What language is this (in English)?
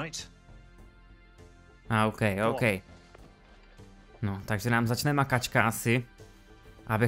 Czech